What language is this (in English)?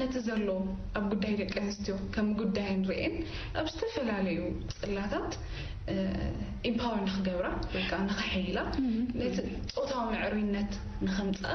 Tigrinya